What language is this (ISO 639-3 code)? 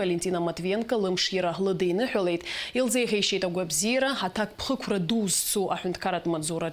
abk